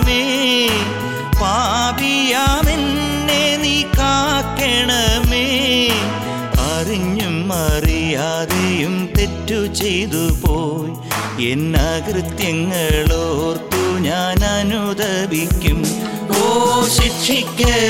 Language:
Malayalam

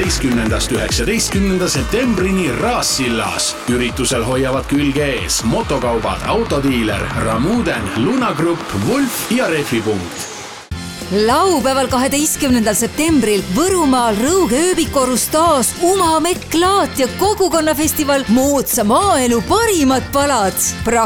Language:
Estonian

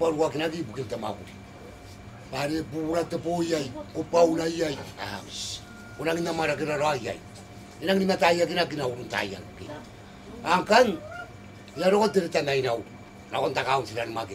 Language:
Gilbertese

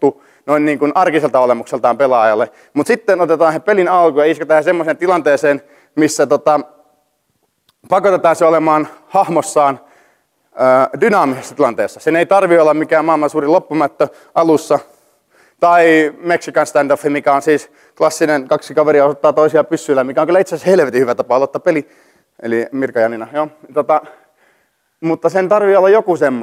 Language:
Finnish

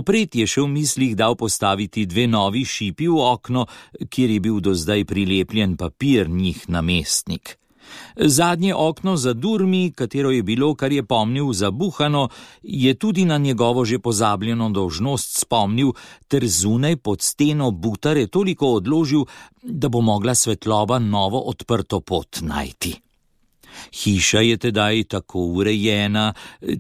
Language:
Slovenian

